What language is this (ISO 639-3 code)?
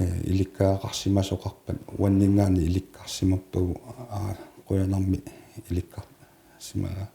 kal